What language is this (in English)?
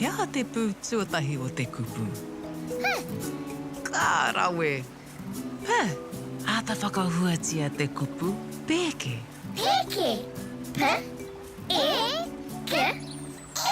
Māori